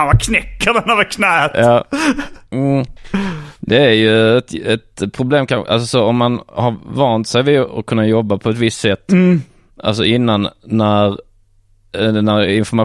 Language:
Swedish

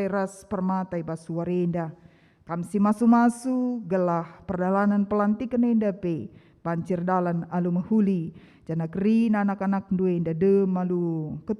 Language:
Batak Karo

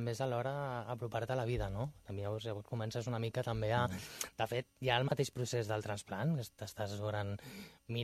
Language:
Catalan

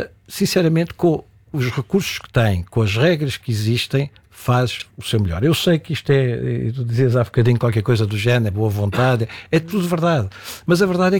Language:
Portuguese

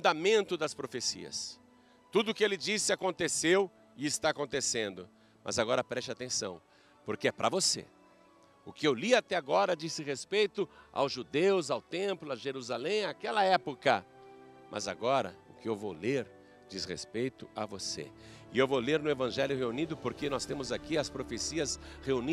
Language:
Portuguese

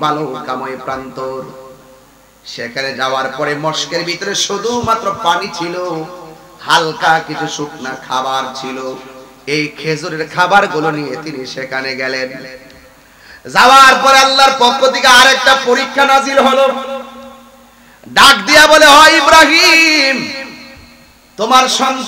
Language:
Bangla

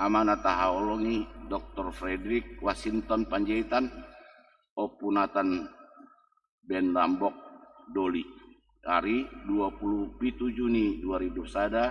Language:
Batak Toba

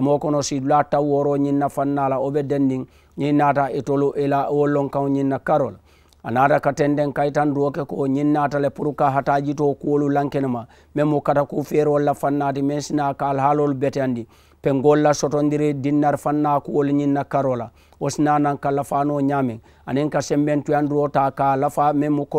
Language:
Mandingo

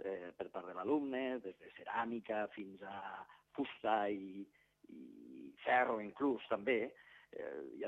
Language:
Catalan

